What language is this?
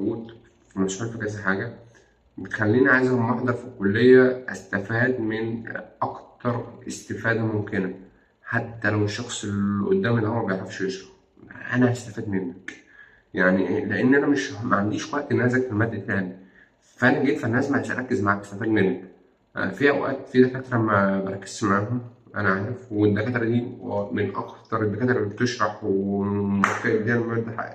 Egyptian Arabic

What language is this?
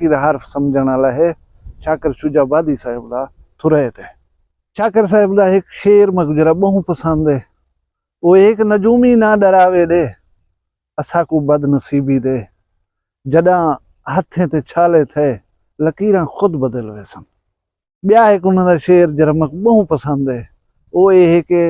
Saraiki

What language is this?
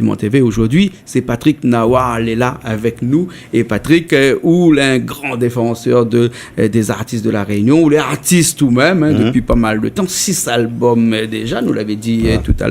Réunion Creole French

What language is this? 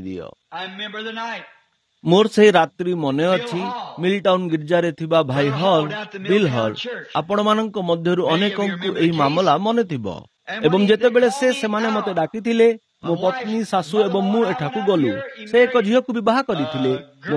Odia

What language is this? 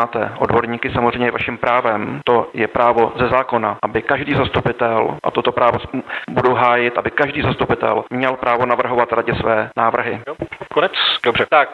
Czech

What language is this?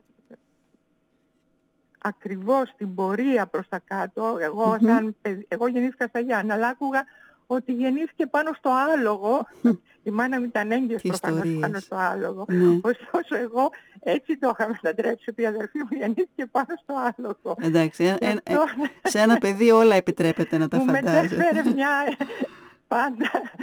Greek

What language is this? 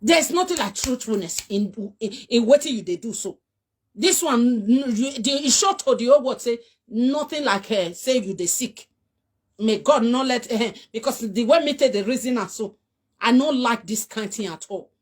Nigerian Pidgin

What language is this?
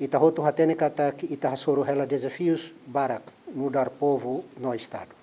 Tetum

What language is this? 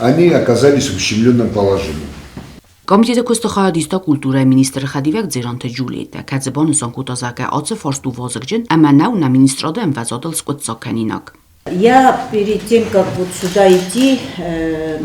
Ossetic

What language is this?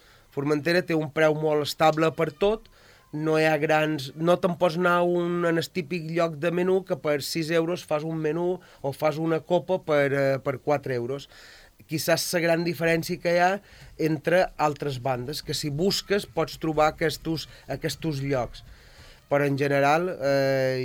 Catalan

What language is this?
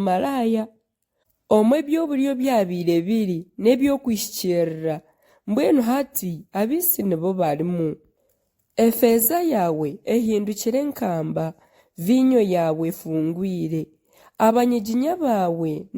Nyankole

